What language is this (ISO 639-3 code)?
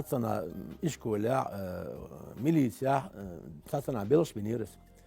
che